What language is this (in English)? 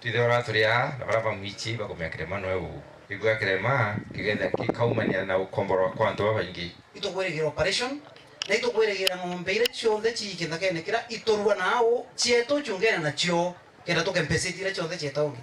Meru